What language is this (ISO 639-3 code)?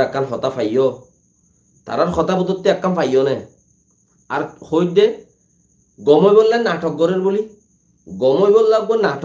rhg